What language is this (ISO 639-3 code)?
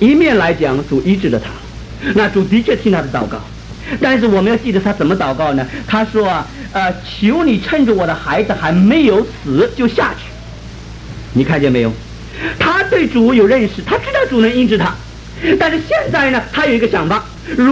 zho